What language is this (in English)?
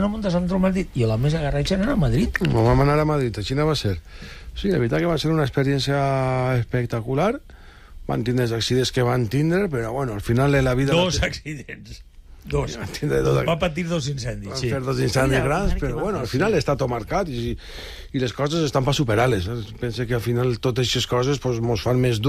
Catalan